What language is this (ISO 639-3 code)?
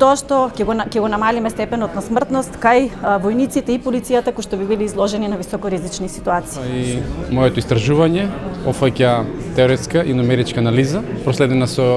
mkd